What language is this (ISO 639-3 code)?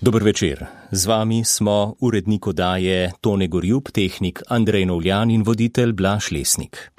slv